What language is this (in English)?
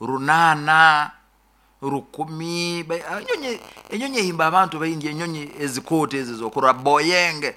Nyankole